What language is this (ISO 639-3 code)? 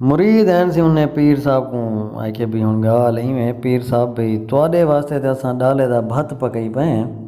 skr